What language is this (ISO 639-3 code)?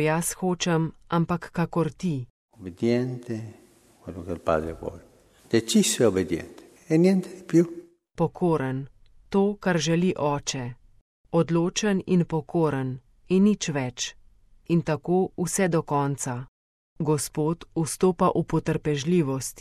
slv